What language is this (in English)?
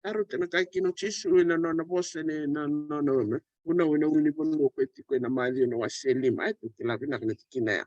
Fijian